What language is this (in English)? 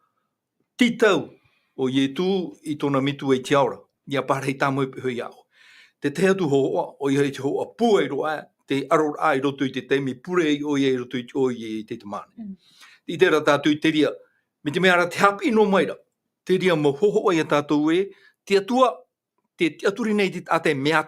Tahitian